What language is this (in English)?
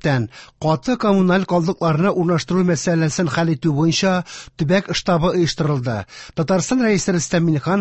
Tatar